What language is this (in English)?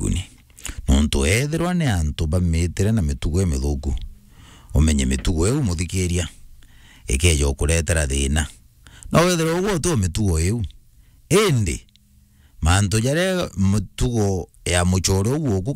Meru